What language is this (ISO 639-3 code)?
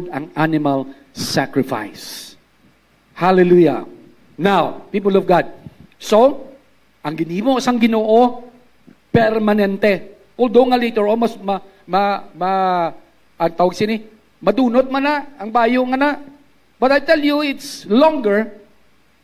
hil